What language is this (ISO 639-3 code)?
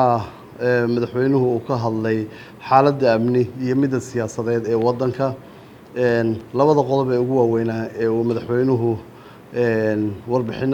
som